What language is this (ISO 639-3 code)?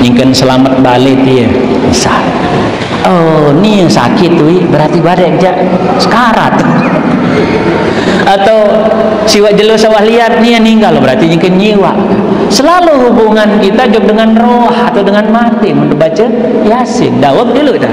sas